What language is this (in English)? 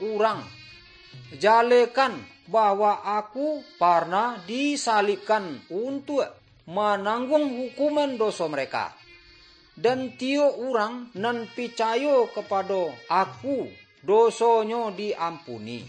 Minangkabau